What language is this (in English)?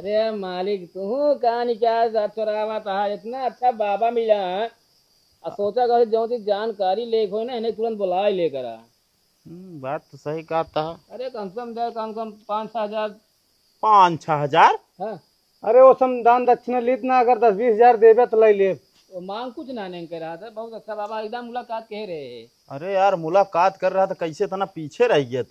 Awadhi